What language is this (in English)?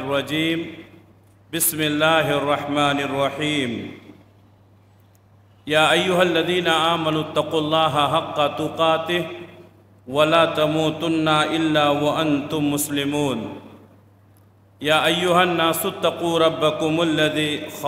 Urdu